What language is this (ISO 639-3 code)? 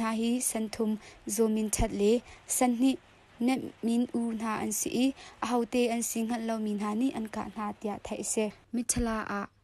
cnh